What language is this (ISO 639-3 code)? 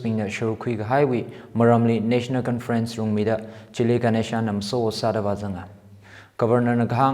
nmf